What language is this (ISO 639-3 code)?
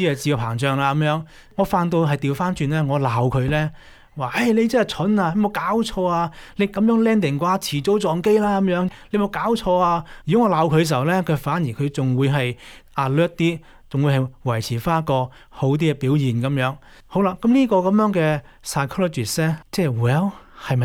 yue